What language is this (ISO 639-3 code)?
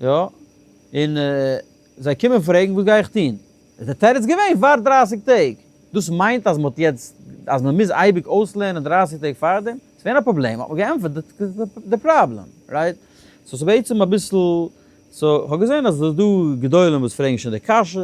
yid